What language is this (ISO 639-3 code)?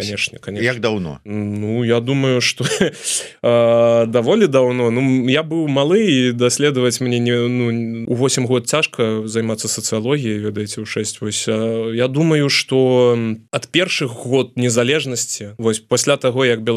bel